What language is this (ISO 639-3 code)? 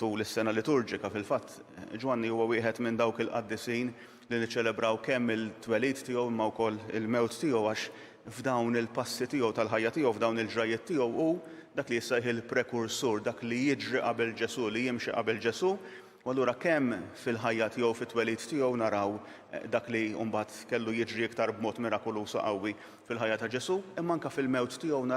mlt